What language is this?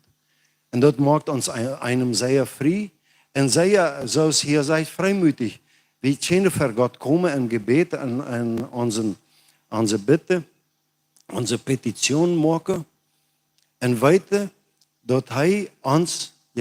Plautdietsch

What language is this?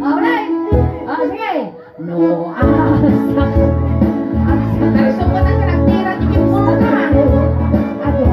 Iloko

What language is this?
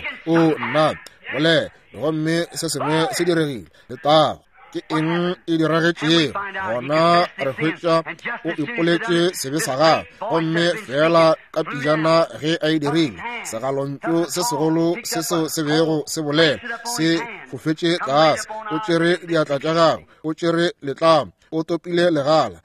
Northern Sotho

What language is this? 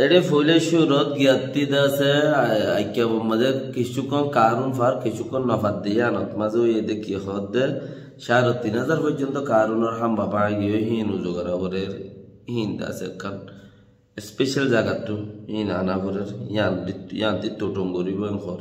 Rohingya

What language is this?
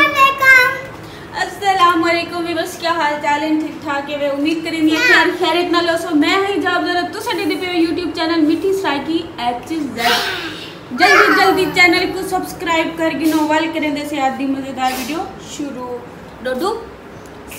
Saraiki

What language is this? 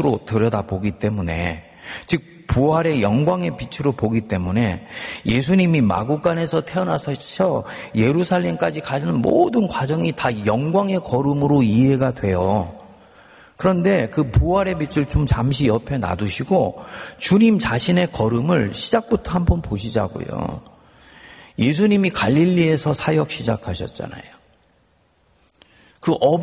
Korean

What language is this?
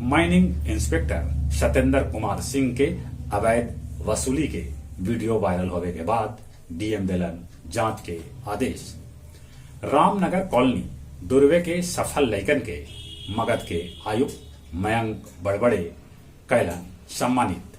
Magahi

